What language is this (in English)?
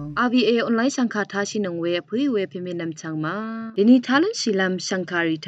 Rawang